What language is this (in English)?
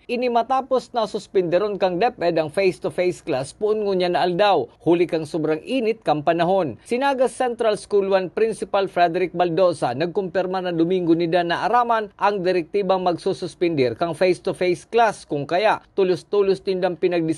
Bikol